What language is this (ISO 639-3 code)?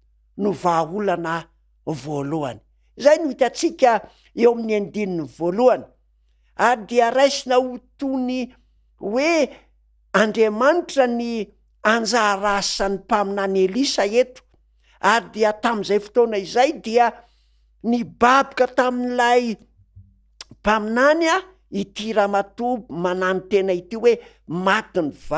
mlg